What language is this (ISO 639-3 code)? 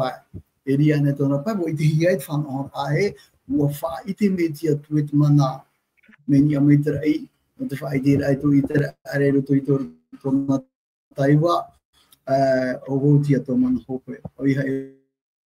tah